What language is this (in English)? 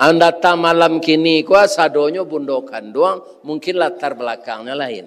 Minangkabau